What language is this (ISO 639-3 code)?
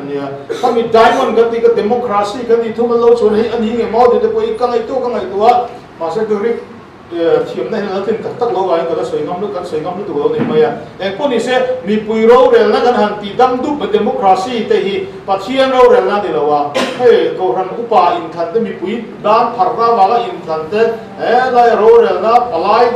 lus